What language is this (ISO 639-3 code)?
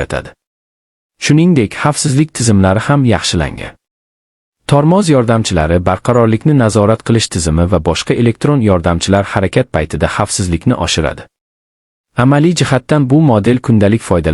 uzb